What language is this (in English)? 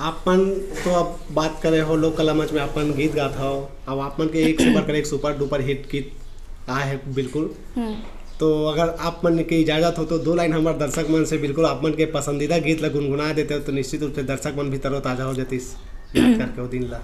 Chhattisgarhi